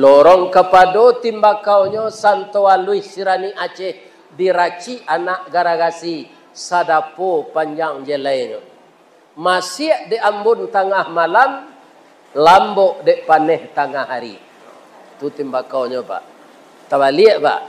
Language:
Minangkabau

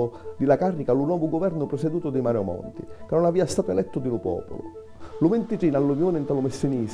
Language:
Sicilian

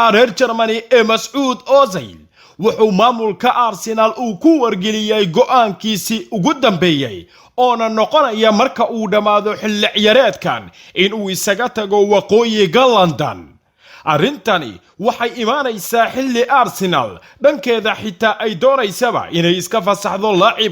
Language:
Somali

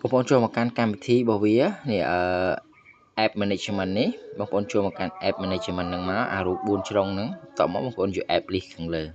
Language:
Khmer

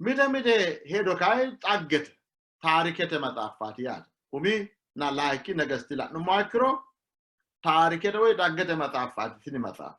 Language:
Sidamo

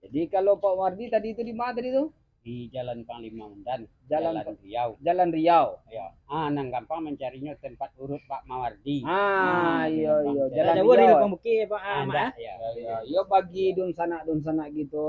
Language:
Minangkabau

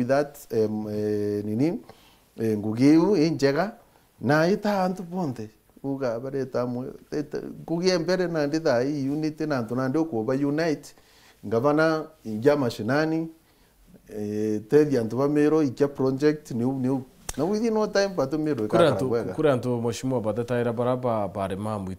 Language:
Meru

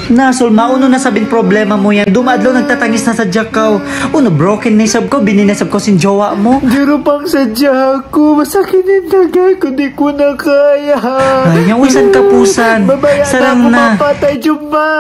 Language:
Tausug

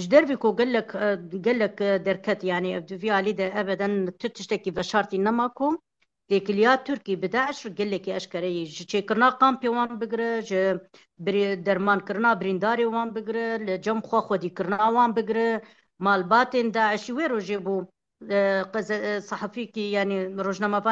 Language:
Kurdish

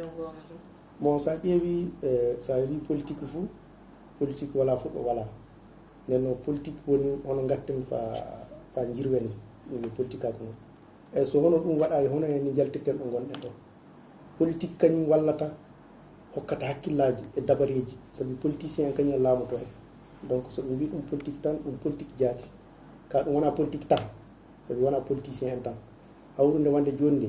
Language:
Fula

